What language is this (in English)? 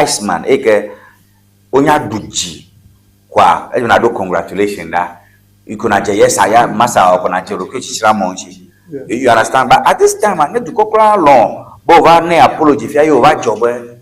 Ewe